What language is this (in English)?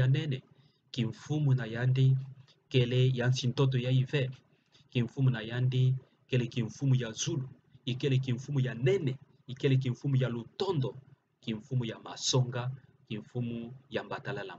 Kituba (Democratic Republic of Congo)